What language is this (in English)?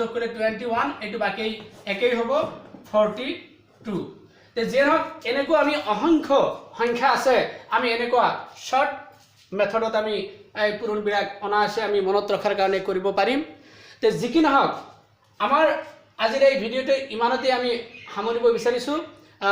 Assamese